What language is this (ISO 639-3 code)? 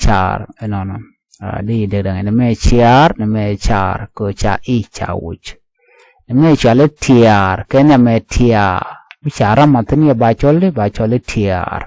nus